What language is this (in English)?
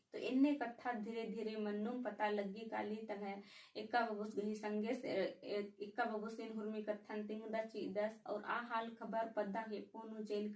Kurukh